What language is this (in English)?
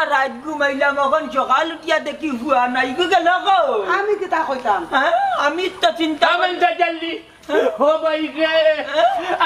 Sylheti